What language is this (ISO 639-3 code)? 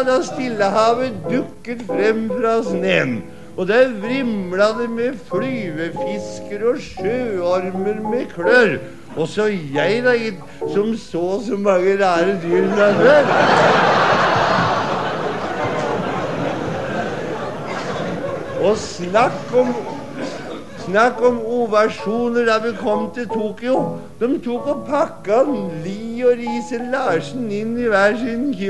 nor